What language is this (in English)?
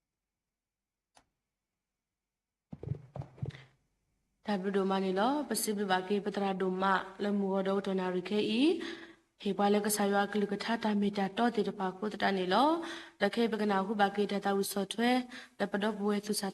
S'gaw Karen